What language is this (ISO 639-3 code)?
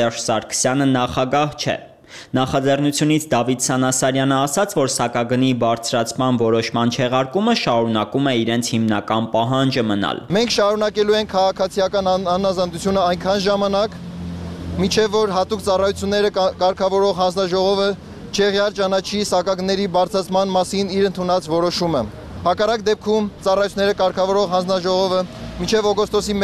hye